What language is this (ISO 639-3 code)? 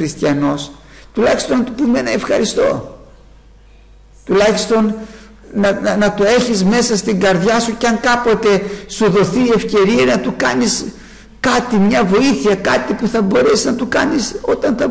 ell